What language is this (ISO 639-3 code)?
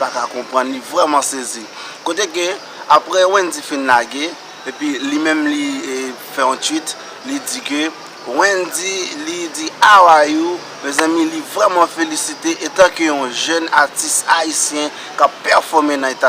hat